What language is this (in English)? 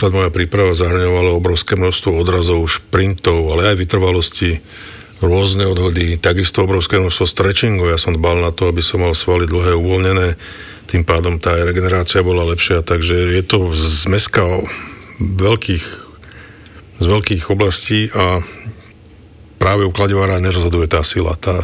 Slovak